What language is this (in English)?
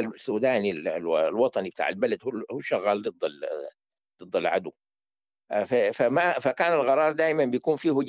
Sudanese Arabic